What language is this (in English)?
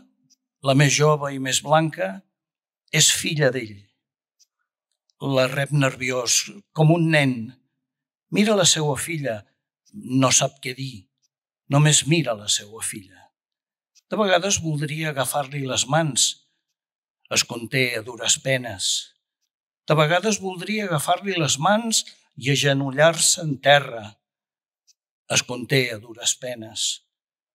Catalan